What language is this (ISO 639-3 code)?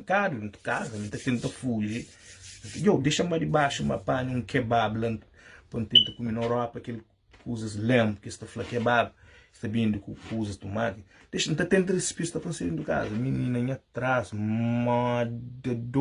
kea